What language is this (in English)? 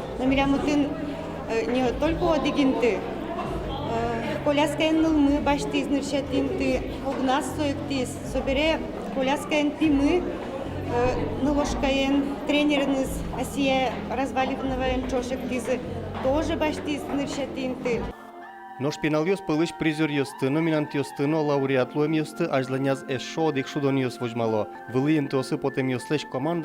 Udmurt